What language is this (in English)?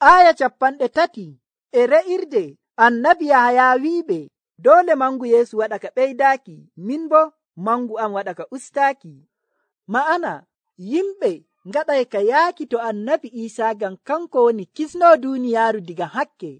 Nigerian Fulfulde